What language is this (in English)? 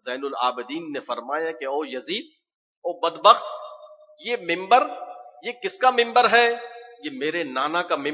Urdu